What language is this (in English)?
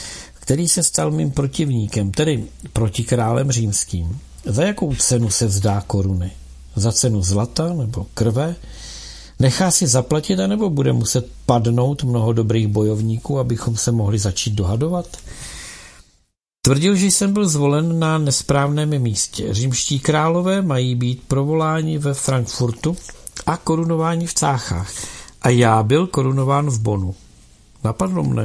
Czech